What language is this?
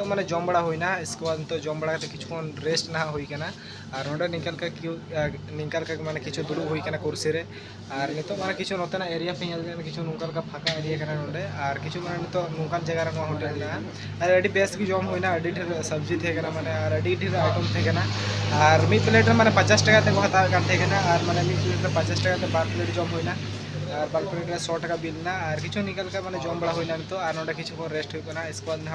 Santali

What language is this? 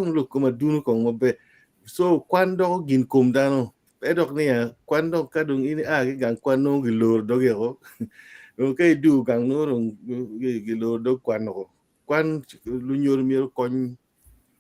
Acoli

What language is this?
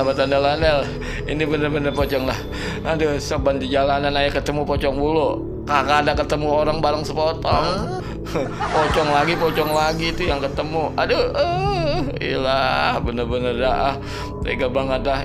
Betawi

